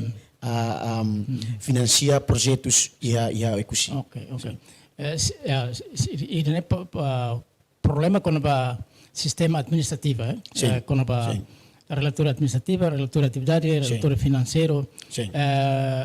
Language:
Tetum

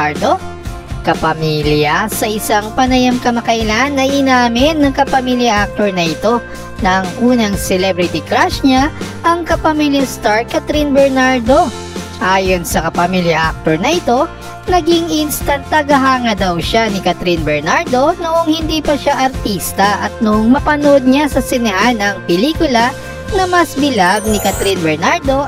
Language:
Filipino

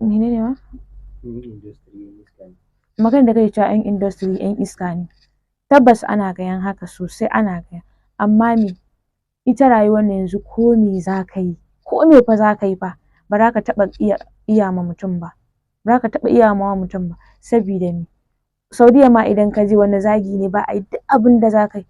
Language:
Hausa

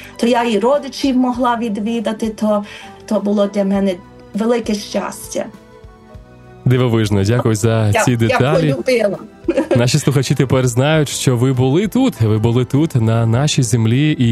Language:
Ukrainian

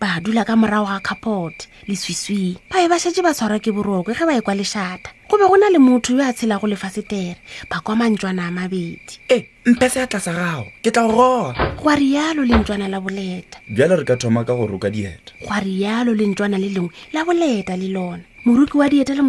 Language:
Northern Sotho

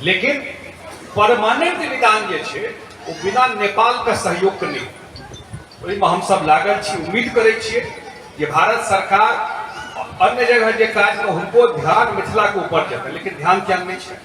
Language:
Maithili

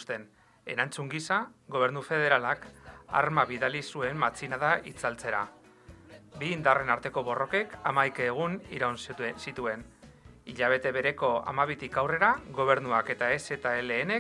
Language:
Basque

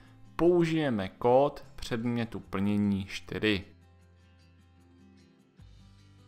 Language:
Czech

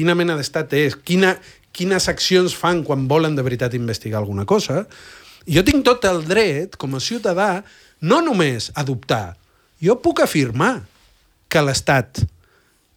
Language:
Catalan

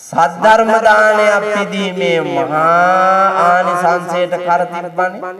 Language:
Sinhala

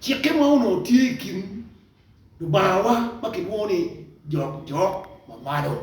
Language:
Acoli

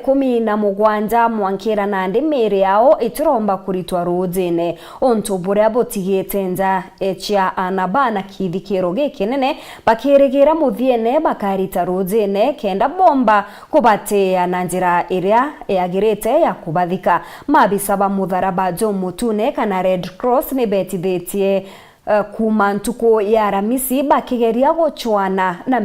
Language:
Meru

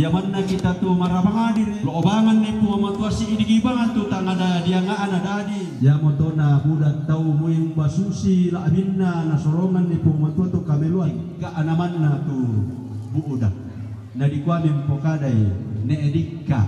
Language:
Toraja-Sa'dan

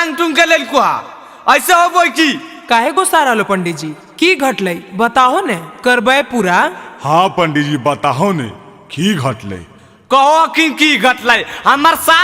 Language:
Magahi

